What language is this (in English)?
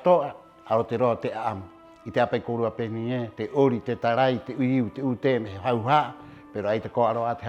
Rapanui